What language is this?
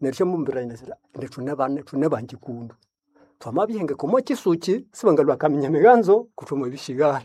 Nande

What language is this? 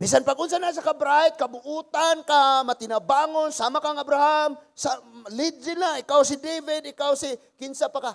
Cebuano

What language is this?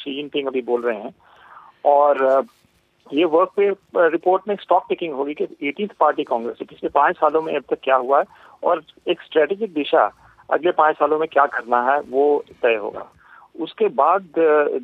Hindi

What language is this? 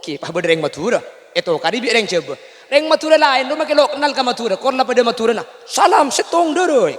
Madurese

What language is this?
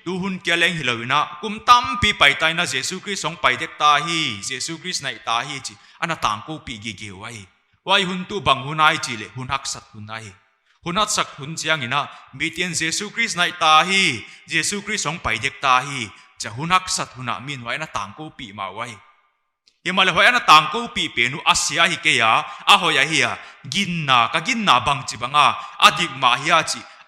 Paite Chin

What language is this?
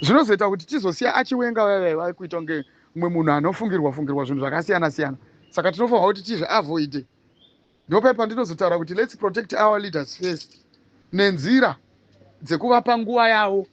Shona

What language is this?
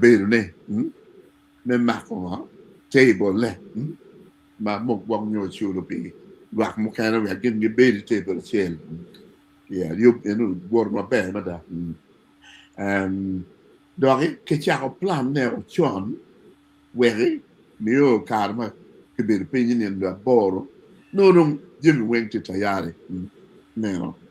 Acoli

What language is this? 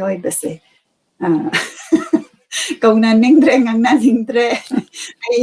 Manipuri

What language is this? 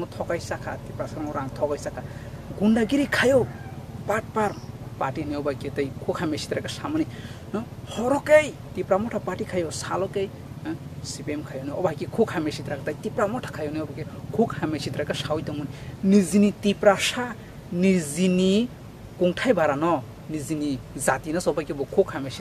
Kok Borok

